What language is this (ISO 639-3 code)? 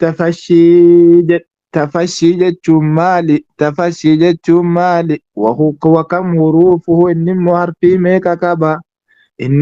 orm